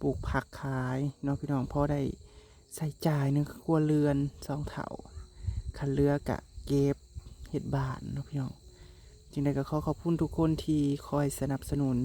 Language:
Northeastern Thai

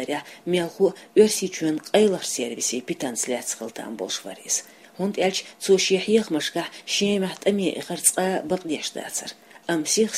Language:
Chechen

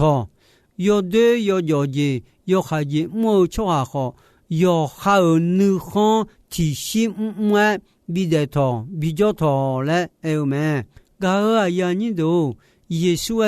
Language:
Akha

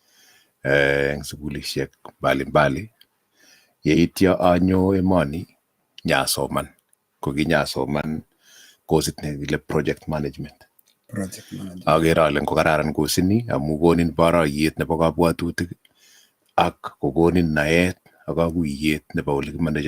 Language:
Kalenjin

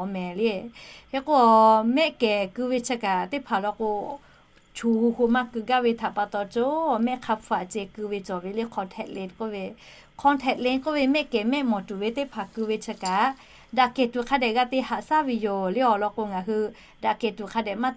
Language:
Lahu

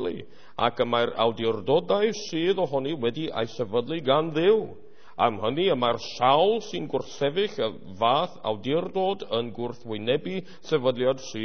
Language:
Welsh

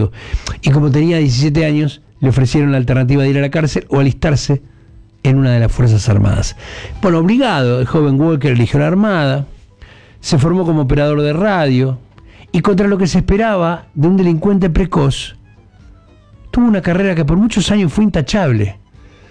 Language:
Spanish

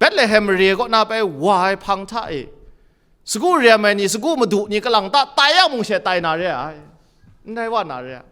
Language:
Kachin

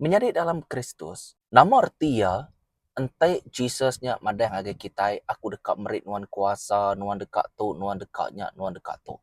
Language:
Iban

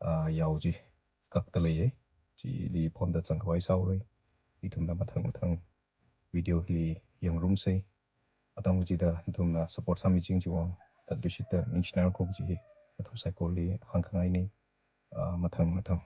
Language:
Tangkhul Naga (India)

